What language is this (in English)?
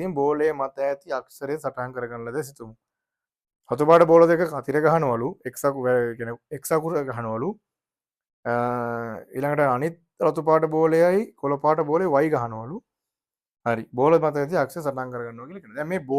Sinhala